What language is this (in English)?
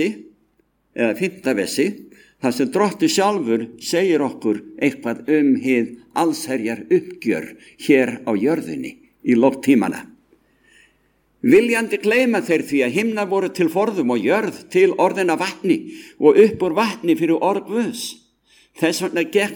Icelandic